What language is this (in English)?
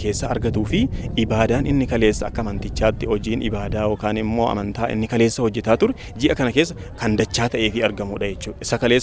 Oromo